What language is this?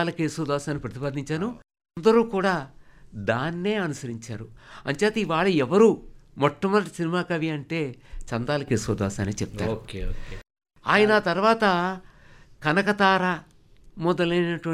Telugu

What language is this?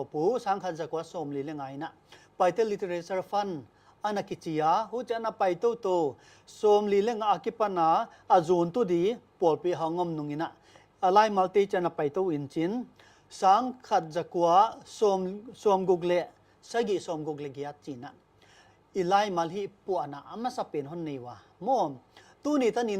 Paite Chin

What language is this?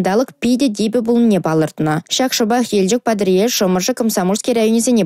Chuvash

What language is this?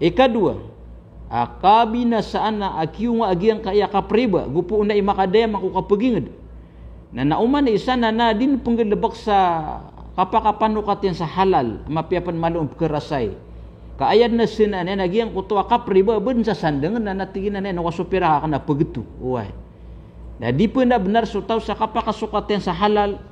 Maranao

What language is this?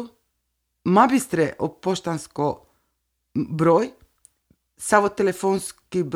Serbian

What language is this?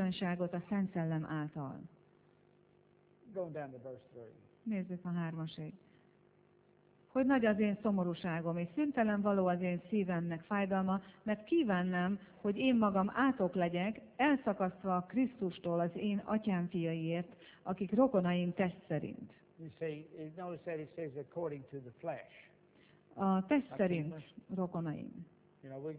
Hungarian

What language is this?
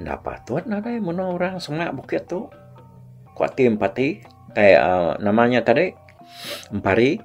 Iban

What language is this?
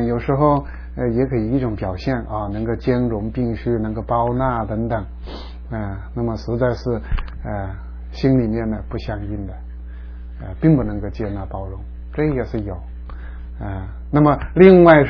Chinese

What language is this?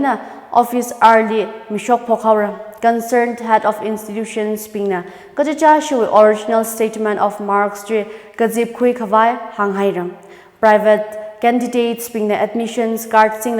Tangkhul Naga (India)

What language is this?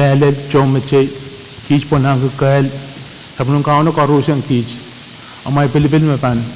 Pohnpeian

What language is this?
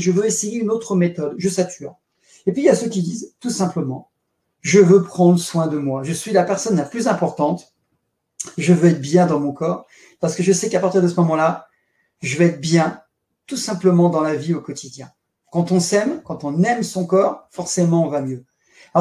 French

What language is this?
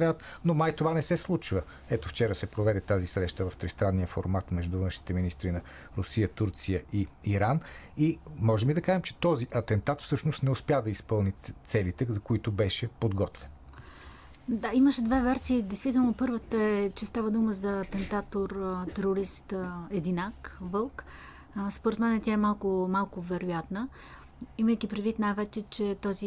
Bulgarian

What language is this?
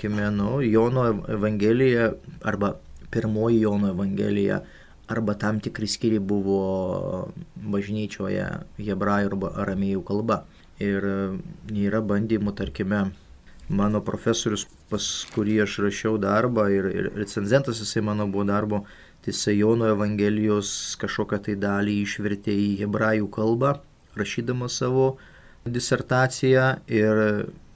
Lithuanian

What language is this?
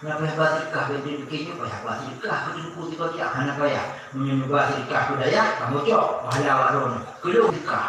Achinese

